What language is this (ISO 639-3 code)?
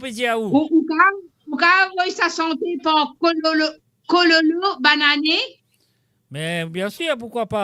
mfe